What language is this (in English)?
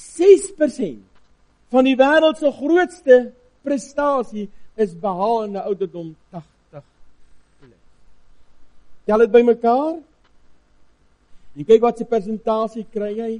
Afrikaans